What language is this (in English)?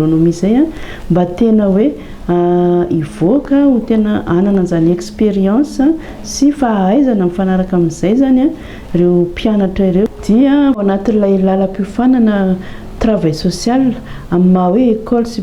Malagasy